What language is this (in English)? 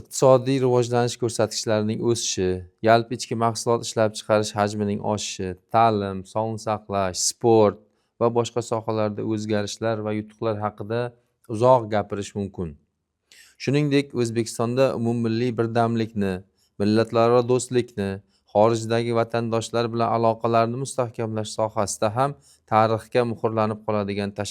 Uzbek